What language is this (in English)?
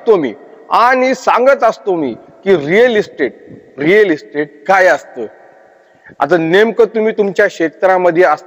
Marathi